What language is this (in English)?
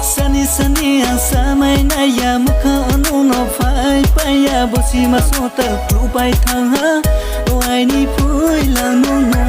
Kok Borok